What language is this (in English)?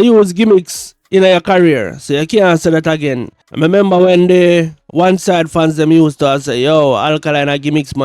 Jamaican Creole English